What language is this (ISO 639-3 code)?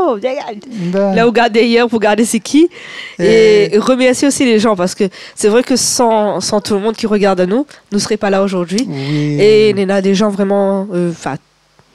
rcf